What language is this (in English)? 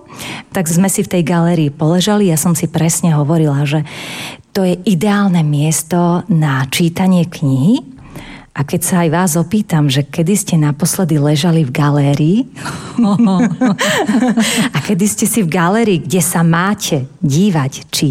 Slovak